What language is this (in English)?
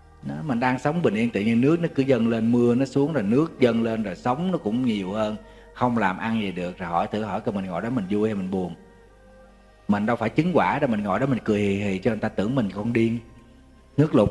Vietnamese